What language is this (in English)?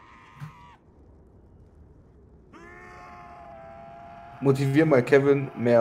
German